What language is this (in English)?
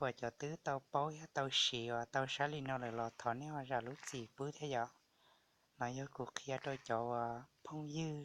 Hmong